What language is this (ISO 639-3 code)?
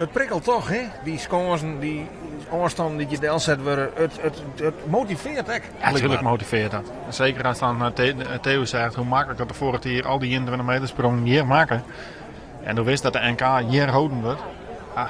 fry